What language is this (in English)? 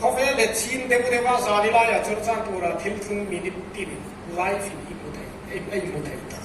Hmar